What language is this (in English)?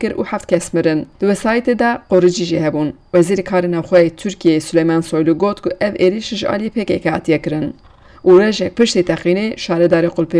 Kurdish